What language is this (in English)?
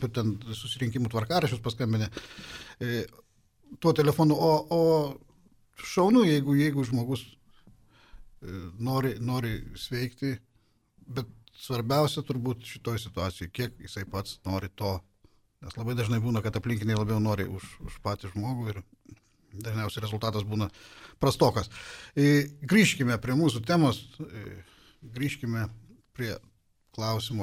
Lithuanian